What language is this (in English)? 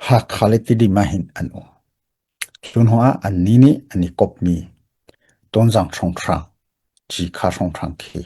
Hakha Chin